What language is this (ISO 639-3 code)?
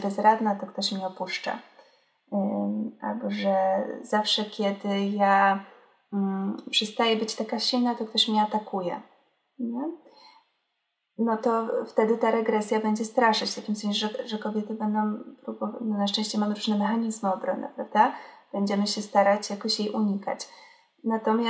pol